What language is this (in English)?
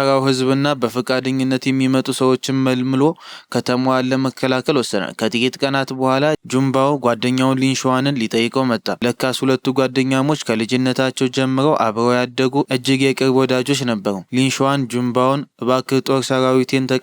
Amharic